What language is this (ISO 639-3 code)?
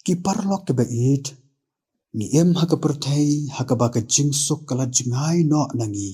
kha